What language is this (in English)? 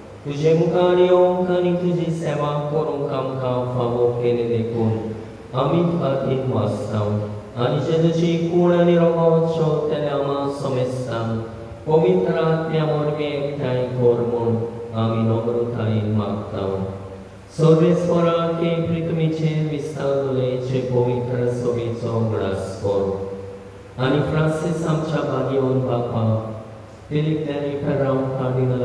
Konkani